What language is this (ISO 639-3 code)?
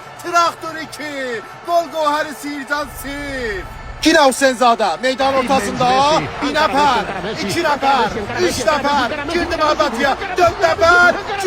azb